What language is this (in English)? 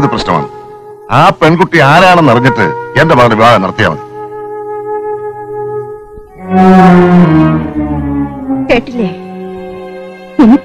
Malayalam